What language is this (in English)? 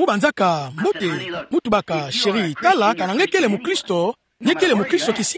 Kituba (Democratic Republic of Congo)